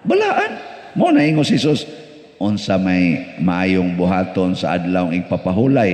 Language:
Cebuano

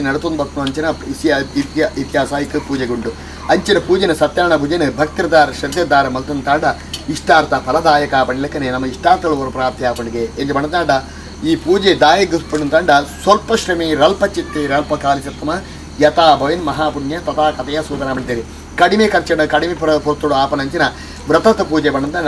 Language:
Tulu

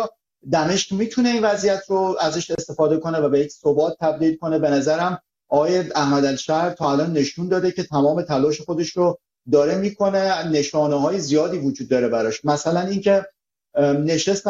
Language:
Persian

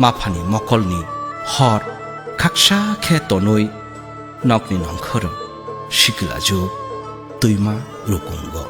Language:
Kok Borok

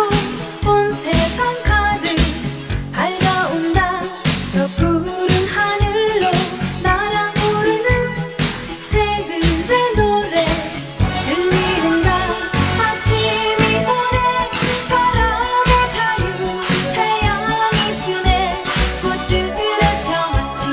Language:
Korean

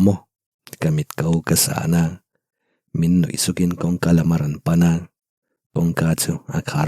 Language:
Mizo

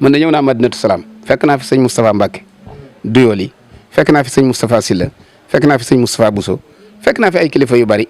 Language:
Wolof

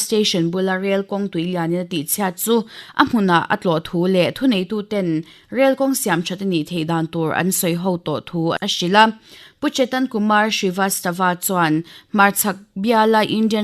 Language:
Mizo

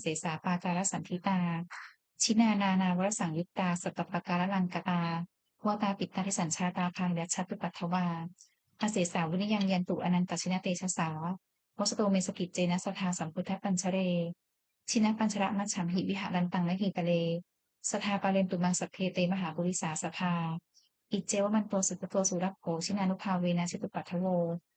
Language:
Pali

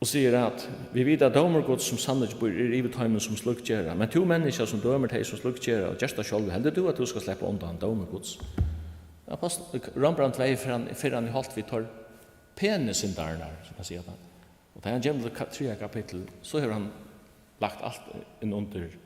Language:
Faroese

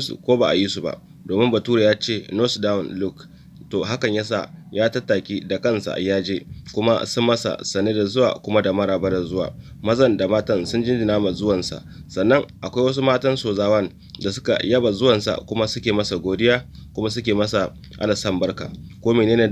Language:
Hausa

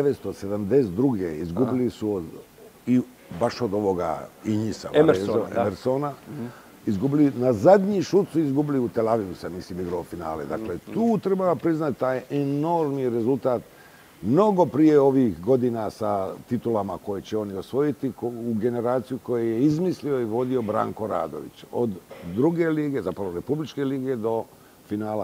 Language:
Bosnian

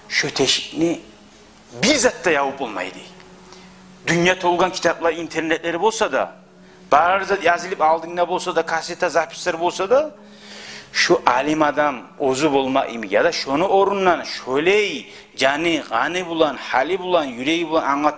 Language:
Kumyk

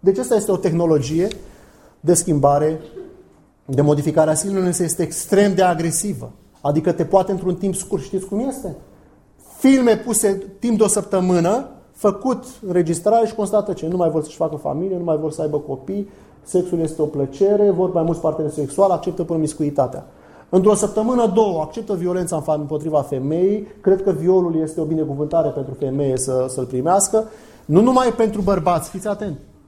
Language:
Romanian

